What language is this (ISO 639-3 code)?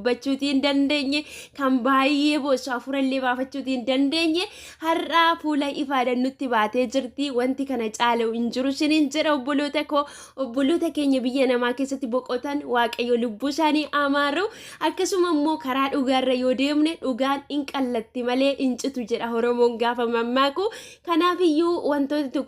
orm